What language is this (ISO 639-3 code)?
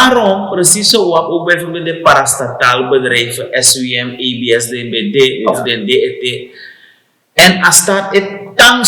srn